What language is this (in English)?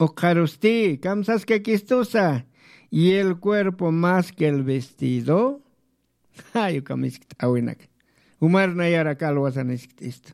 Aymara